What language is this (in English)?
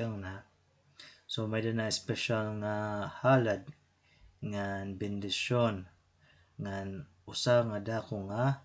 Waray